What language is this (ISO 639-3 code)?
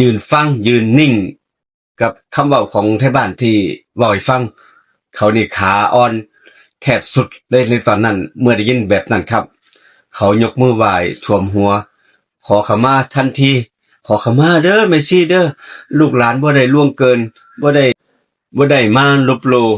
tts